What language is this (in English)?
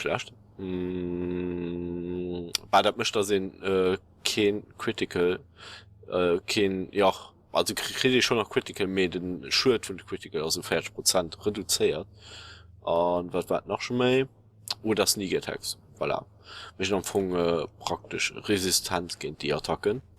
Luxembourgish